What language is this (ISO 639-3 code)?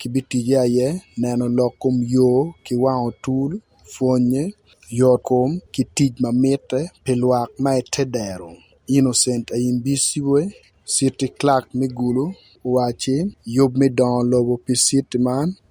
ach